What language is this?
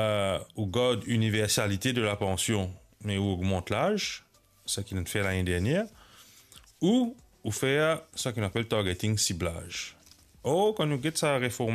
Morisyen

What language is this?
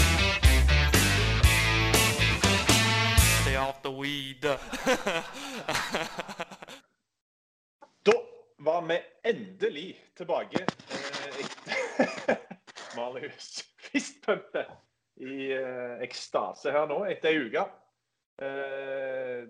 Norwegian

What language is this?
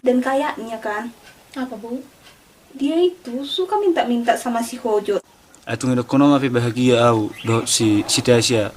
Batak Toba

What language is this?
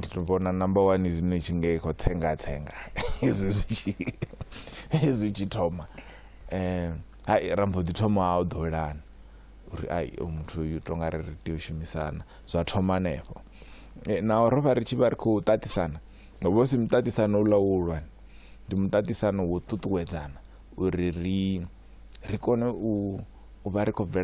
Venda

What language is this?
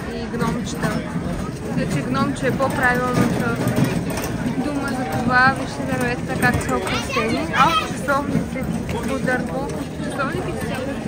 Bulgarian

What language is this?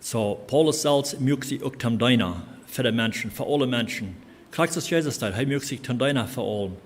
Plautdietsch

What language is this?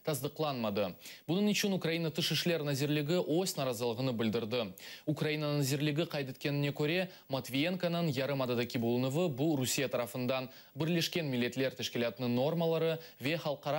Crimean Tatar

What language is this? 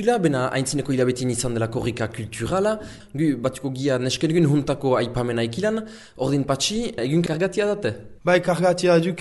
Basque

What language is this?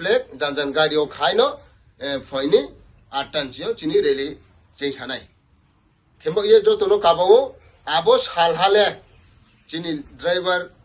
Riang (India)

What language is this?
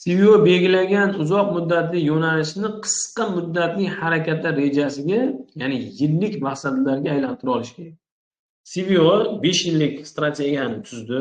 Uzbek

